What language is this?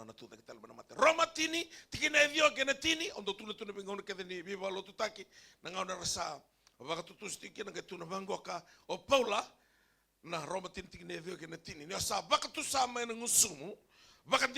Fijian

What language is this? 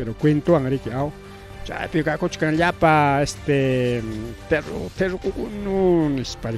Ayacucho Quechua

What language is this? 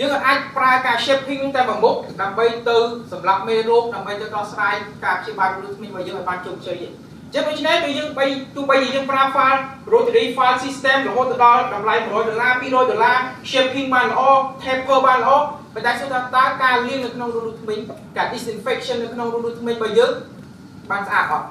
Khmer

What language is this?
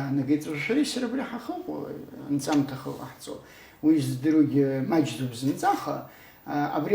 Abkhazian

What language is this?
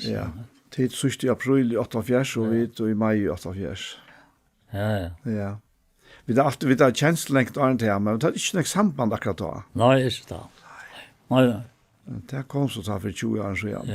Faroese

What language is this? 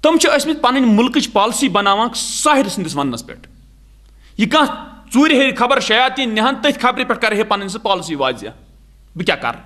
Kashmiri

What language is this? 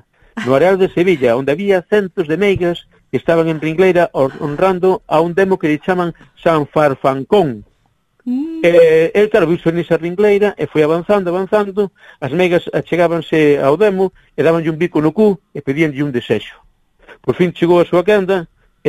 Galician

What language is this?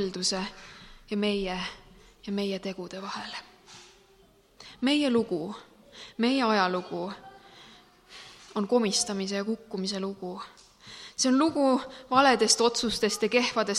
Estonian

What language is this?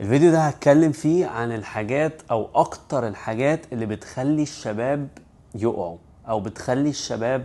Egyptian Arabic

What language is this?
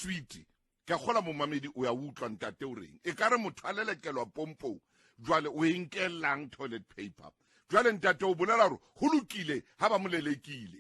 Southern Sotho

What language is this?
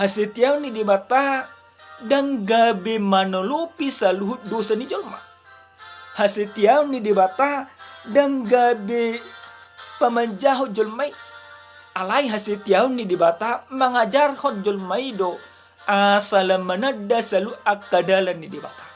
Batak Toba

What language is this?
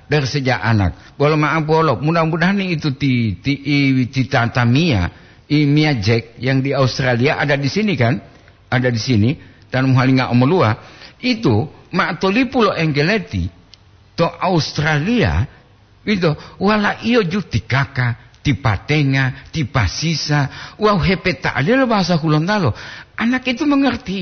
Gorontalo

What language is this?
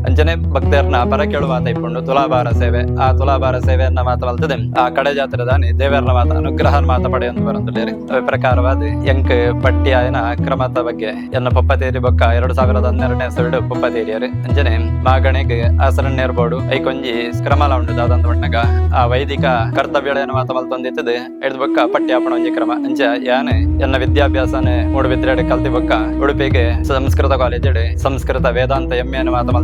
Tulu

